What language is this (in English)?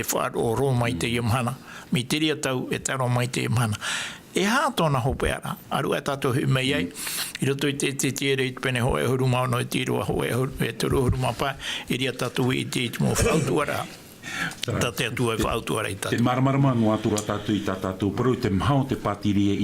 Tahitian